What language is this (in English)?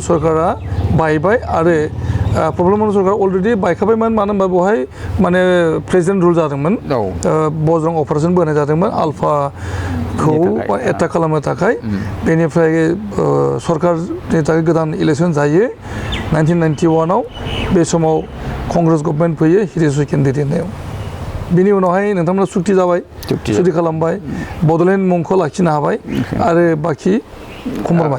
Bodo